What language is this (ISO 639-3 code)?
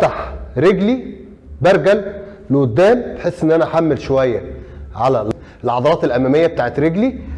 arz